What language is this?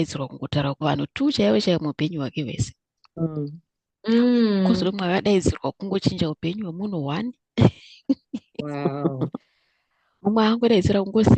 Shona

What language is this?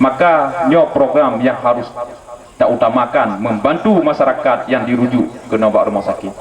Achinese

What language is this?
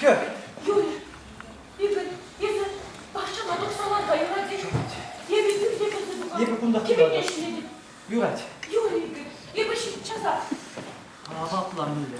Chuvash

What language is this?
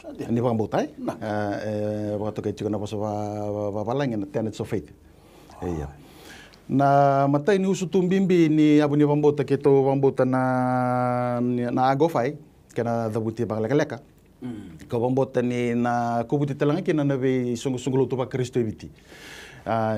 Fijian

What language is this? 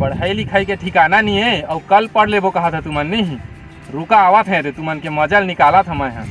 Chhattisgarhi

